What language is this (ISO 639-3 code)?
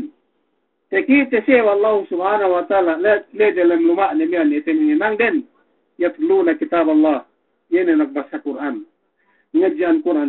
yka